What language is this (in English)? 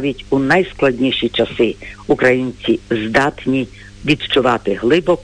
Ukrainian